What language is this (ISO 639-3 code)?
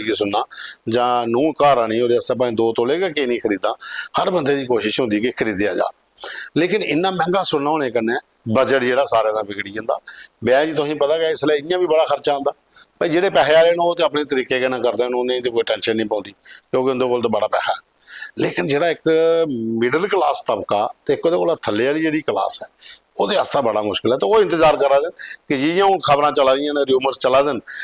doi